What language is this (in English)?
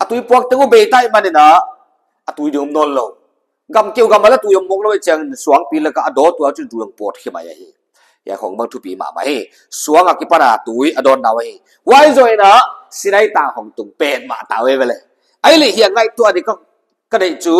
Paite Chin